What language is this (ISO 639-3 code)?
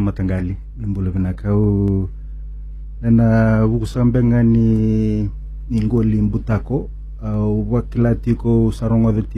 fij